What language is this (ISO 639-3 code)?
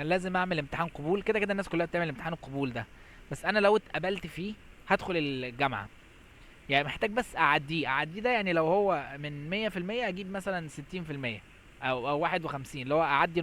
arz